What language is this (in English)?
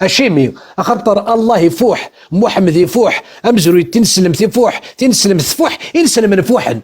Kabyle